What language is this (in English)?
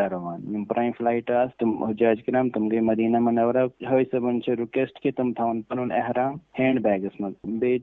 Kashmiri